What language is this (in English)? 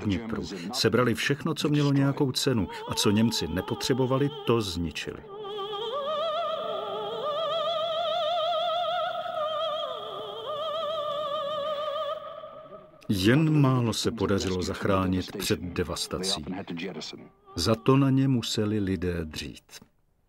Czech